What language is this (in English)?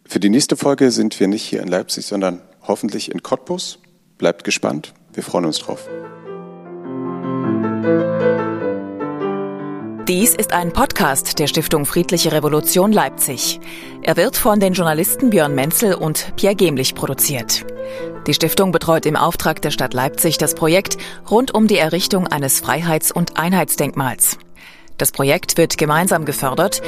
German